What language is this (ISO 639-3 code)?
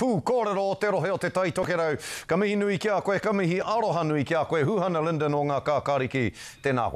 mri